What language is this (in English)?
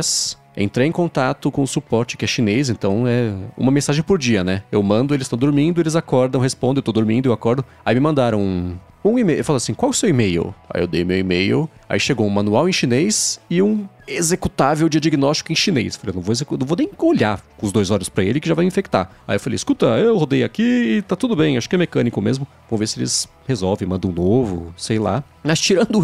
Portuguese